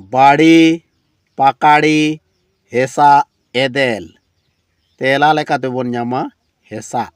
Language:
Santali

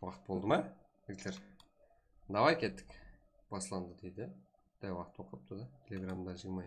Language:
Kara-Kalpak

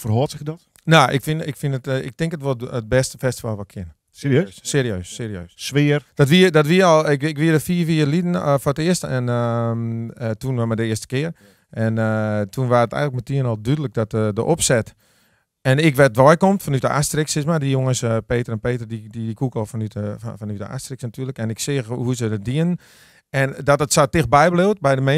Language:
Western Frisian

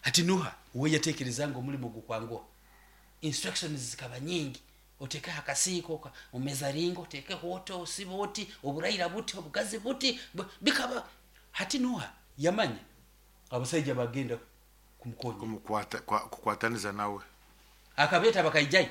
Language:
Nyoro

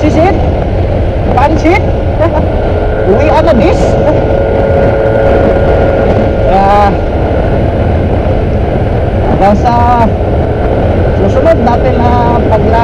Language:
Filipino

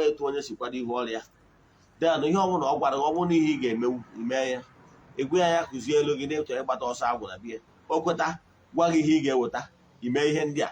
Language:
Igbo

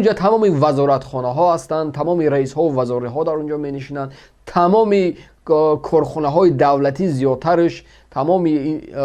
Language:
Tajik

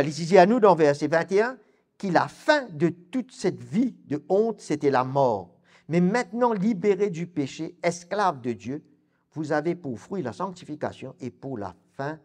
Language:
Morisyen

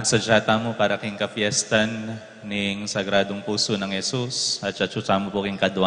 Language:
Pampanga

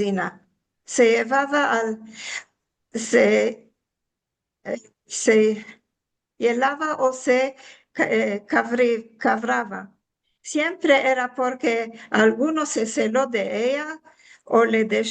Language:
Ladino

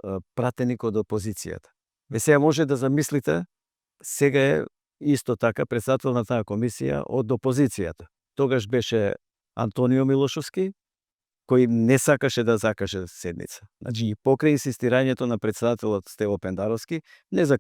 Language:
Macedonian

